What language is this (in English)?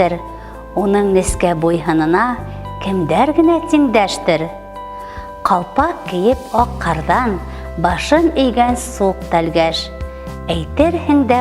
Bashkir